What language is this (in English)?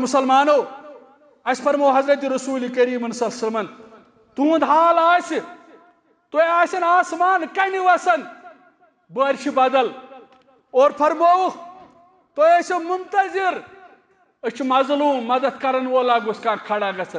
Kashmiri